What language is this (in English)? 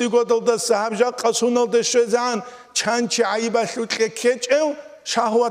Avaric